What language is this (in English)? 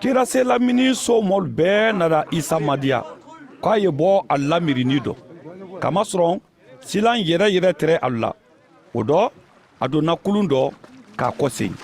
Mandingo